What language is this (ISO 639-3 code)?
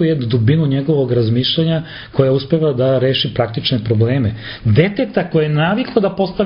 srp